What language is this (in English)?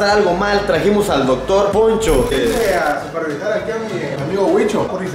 Spanish